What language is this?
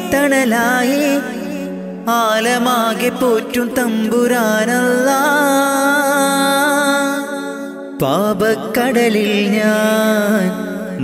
Malayalam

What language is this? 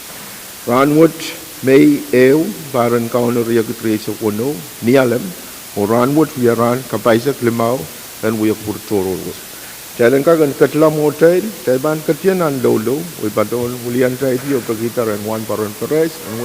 Pohnpeian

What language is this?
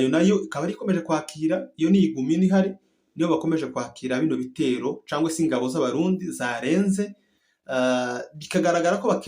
Kinyarwanda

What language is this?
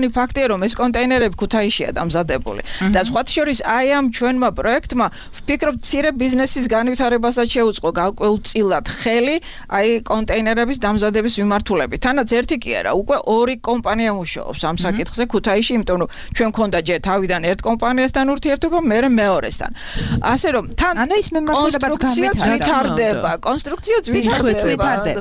Georgian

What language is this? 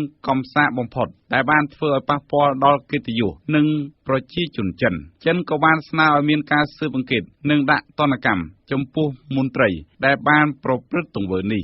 Khmer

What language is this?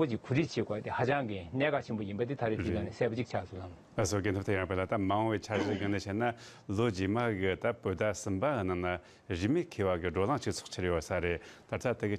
Tibetan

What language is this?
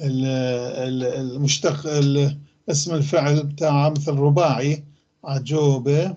North Levantine Arabic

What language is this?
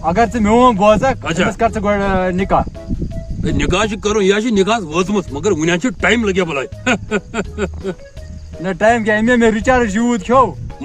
Kashmiri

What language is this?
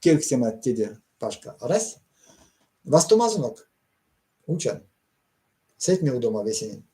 Erzya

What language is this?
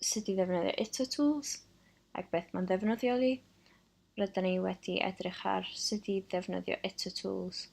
Welsh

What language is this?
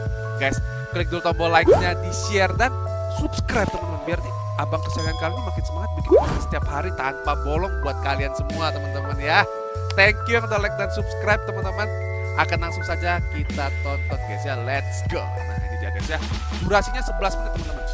Indonesian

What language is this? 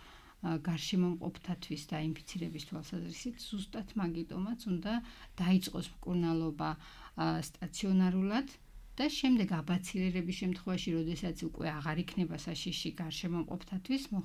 Georgian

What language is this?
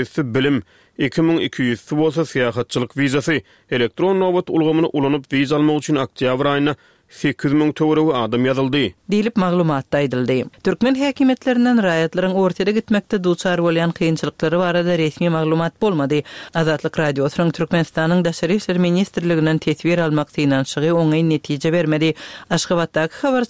Turkmen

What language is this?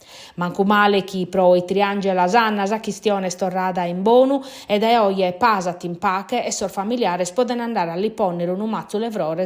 Sardinian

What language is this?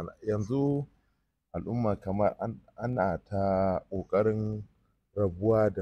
Hausa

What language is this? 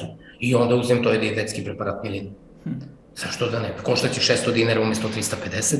Serbian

